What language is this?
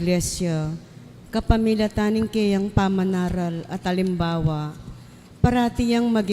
Pampanga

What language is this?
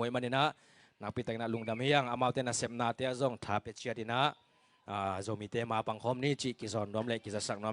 Tedim Chin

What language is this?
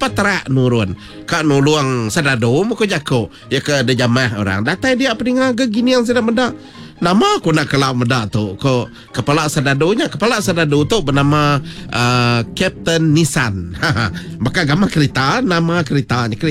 Iban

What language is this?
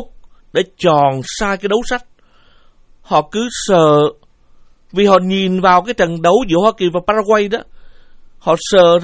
Vietnamese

